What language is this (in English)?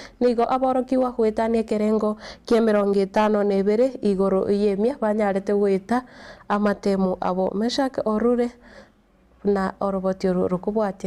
Gusii